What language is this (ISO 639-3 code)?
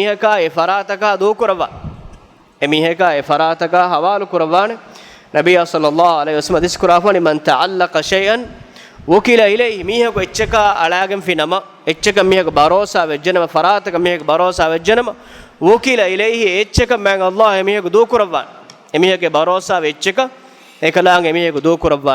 div